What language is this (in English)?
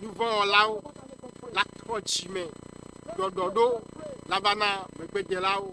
Ewe